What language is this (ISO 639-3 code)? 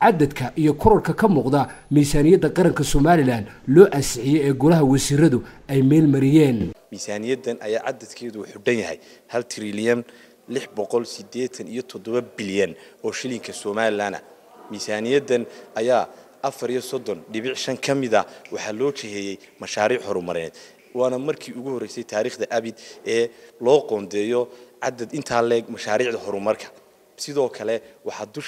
som